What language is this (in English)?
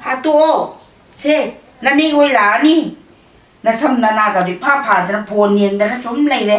Manipuri